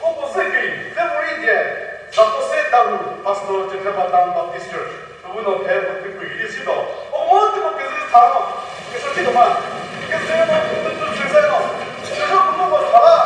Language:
Chokri Naga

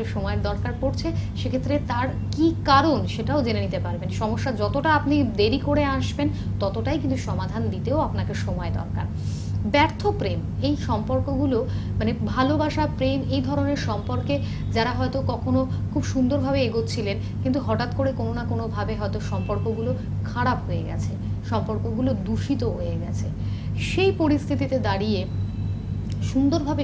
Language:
Bangla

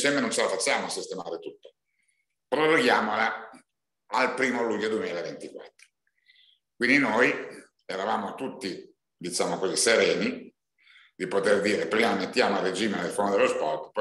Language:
Italian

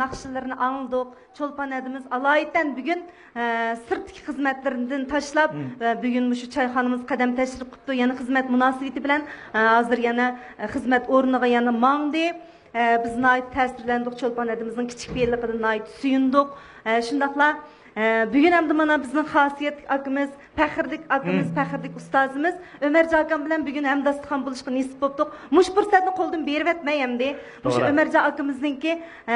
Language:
Uyghur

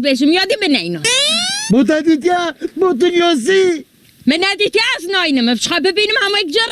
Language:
Kurdish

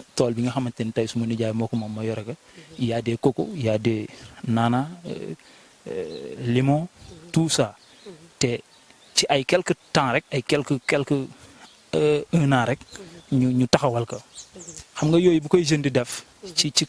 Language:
Wolof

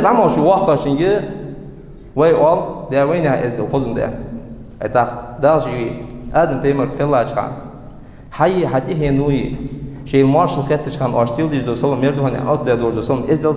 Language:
Ingush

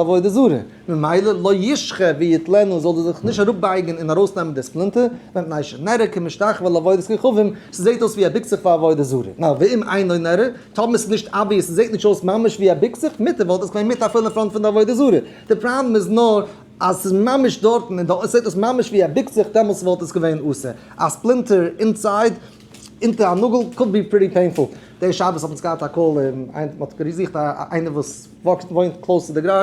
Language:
Yiddish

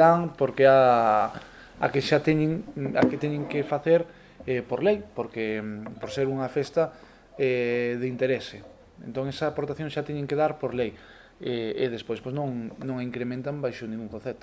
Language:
Galician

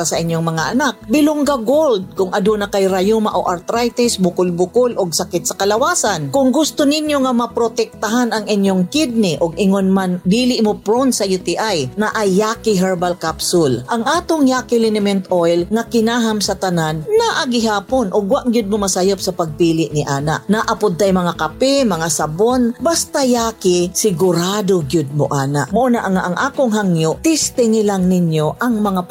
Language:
Cebuano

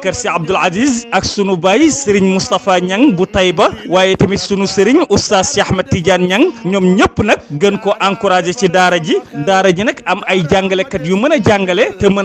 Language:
Wolof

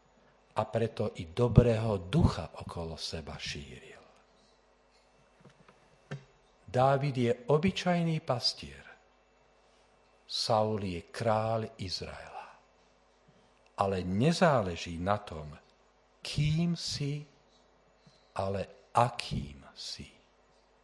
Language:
Slovak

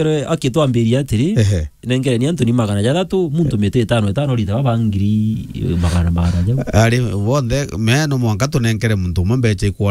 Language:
Meru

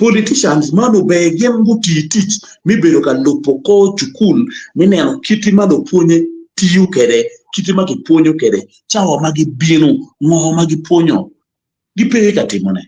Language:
Acoli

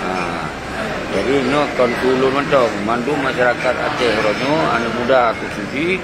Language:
Achinese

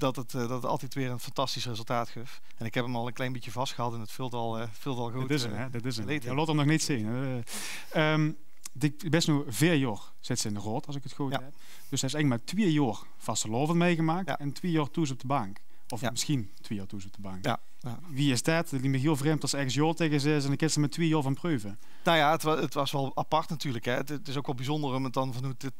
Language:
Limburgish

